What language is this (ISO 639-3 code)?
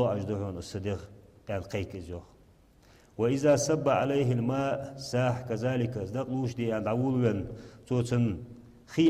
inh